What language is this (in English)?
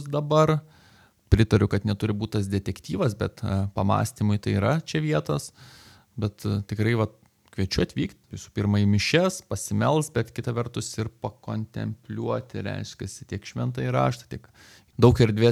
Lithuanian